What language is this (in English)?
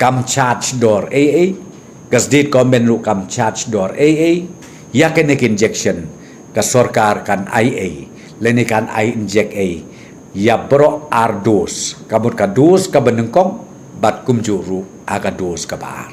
Khasi